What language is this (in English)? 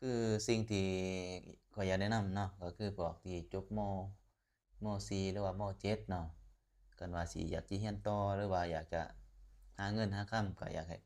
Lao